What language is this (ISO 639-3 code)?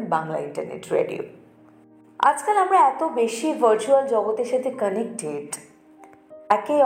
ben